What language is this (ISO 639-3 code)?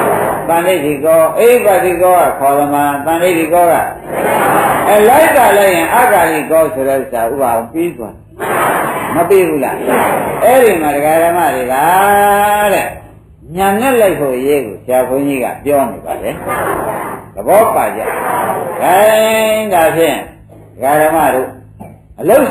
mya